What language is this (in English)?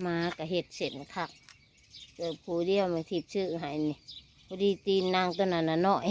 Northeastern Thai